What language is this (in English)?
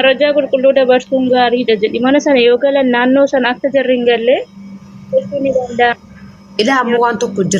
Oromo